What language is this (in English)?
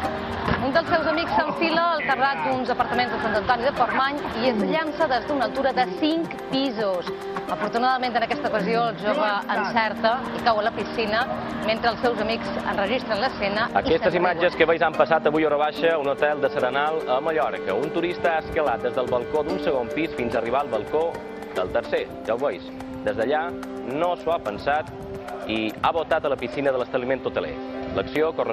Catalan